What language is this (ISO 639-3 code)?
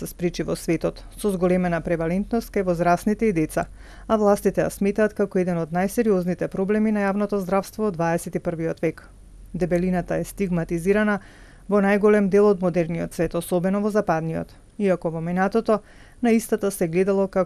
mkd